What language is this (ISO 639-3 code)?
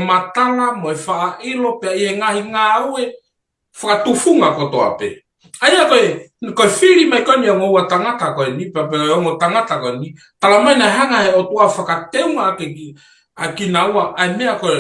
ton